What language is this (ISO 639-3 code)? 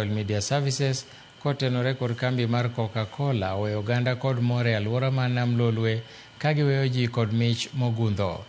luo